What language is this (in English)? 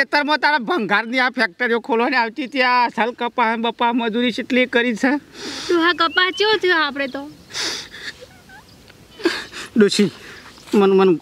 Gujarati